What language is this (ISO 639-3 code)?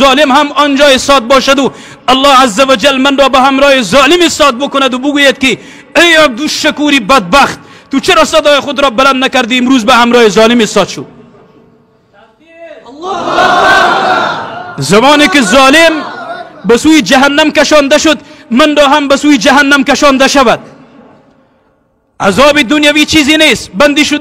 fas